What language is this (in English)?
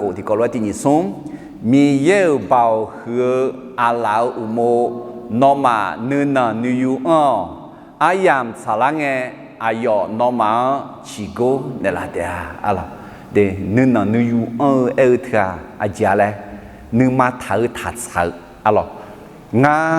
Akha